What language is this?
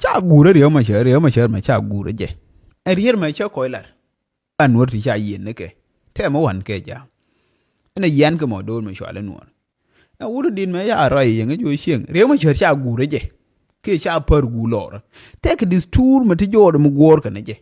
Nuer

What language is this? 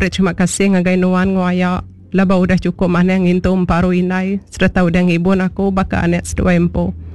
Iban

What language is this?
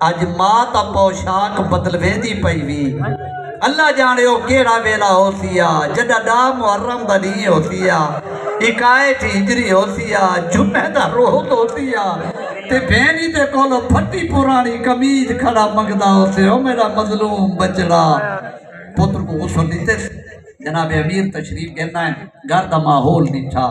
Saraiki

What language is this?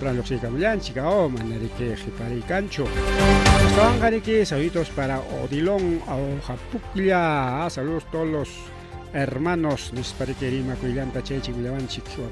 Ayacucho Quechua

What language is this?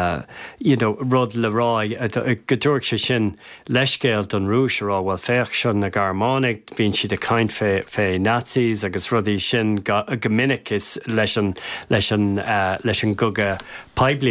Irish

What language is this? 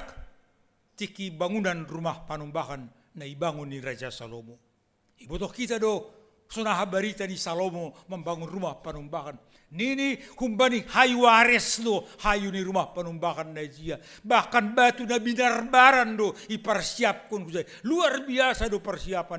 Batak Simalungun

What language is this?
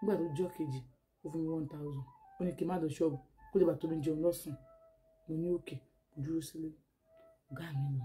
Yoruba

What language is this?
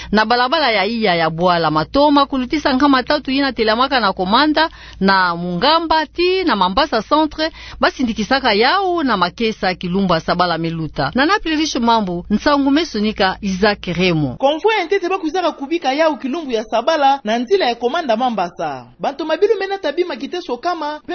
Kituba (Democratic Republic of Congo)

